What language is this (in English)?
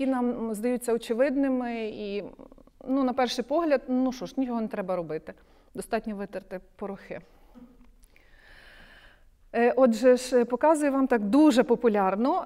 Ukrainian